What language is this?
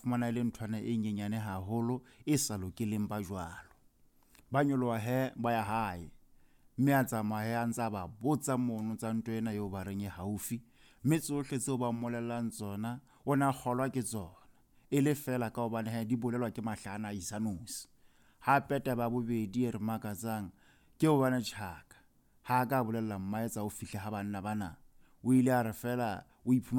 Southern Sotho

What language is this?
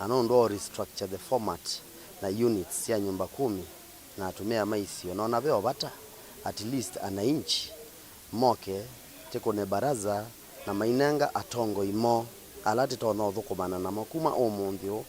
Kamba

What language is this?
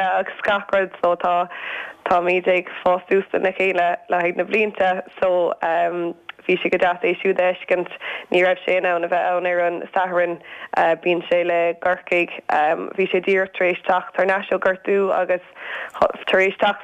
Irish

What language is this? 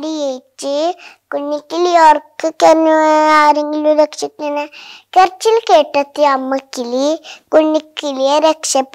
Malayalam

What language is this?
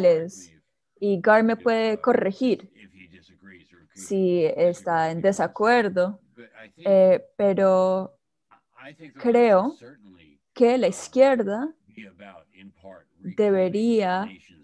Spanish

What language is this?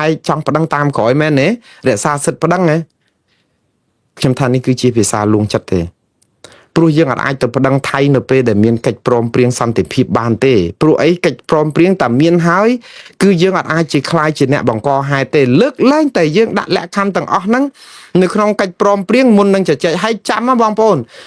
Khmer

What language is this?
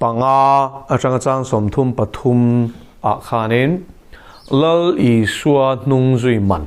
Mizo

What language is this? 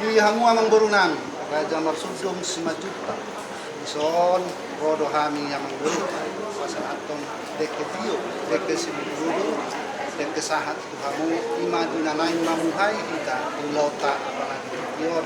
Batak Toba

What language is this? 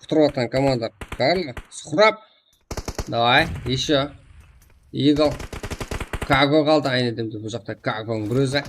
Kara-Kalpak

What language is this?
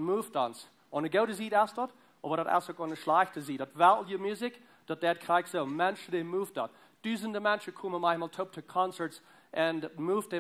Plautdietsch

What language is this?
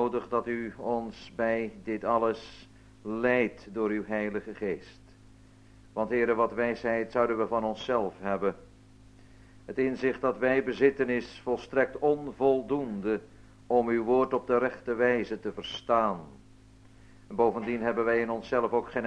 Dutch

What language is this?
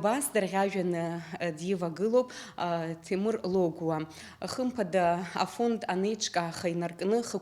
Abkhazian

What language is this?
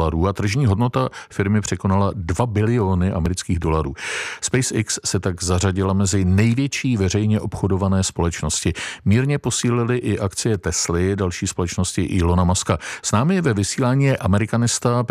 Czech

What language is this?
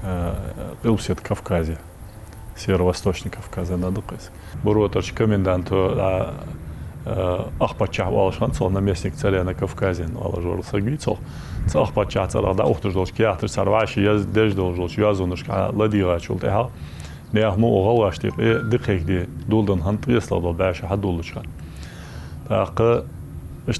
Ingush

